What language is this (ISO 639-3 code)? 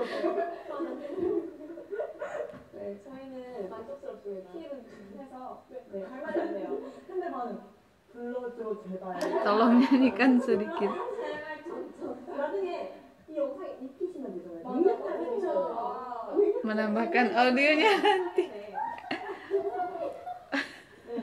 kor